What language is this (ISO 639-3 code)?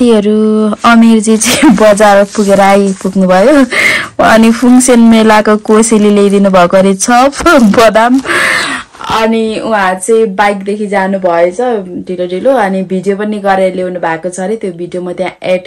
nep